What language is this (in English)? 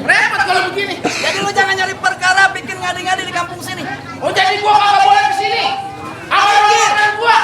Betawi